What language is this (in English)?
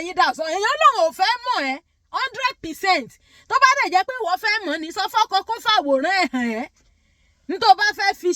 Yoruba